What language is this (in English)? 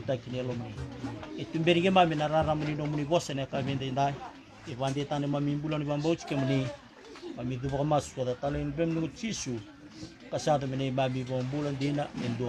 Fijian